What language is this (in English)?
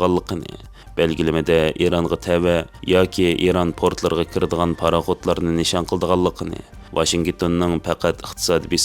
Uyghur